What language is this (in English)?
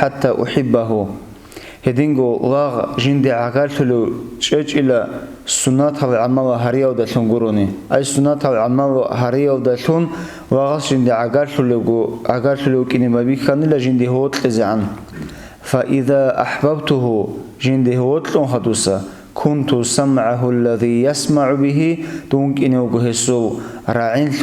Avaric